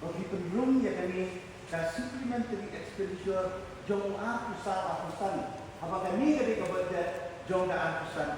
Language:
Khasi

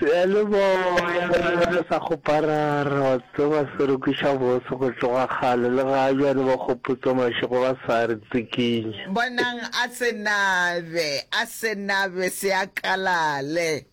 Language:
Northern Sotho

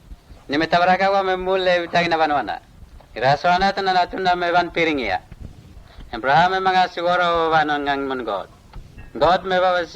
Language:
Mota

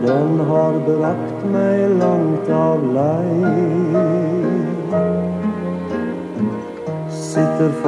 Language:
Norwegian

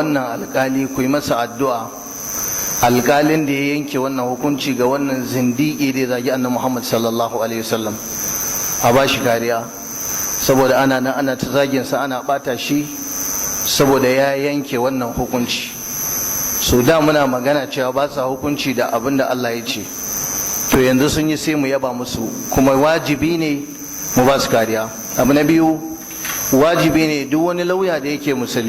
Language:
Hausa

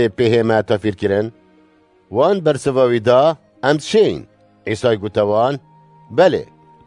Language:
Kurdish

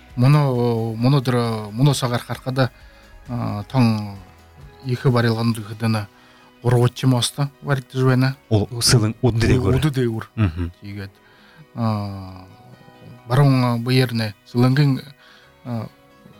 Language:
Buriat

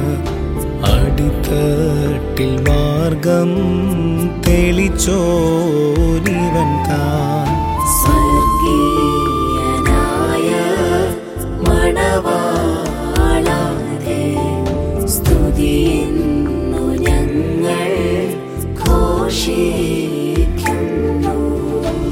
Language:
Malayalam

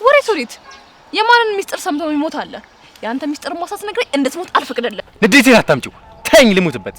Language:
Amharic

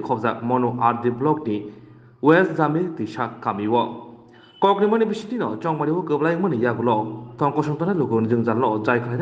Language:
Kok Borok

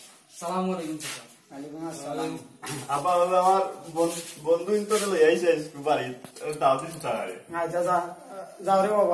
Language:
Sylheti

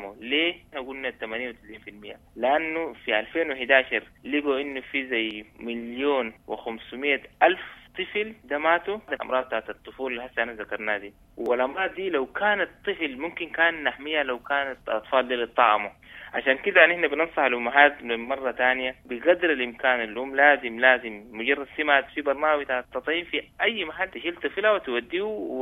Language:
Sudanese Arabic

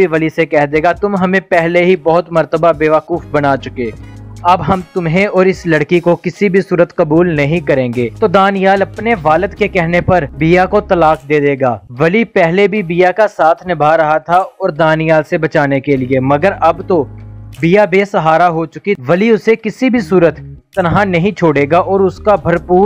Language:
Urdu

